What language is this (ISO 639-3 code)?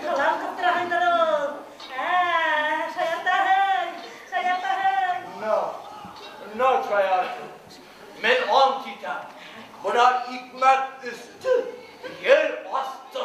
bak